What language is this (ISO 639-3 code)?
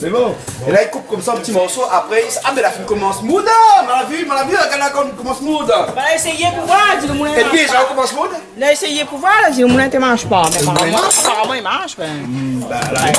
rcf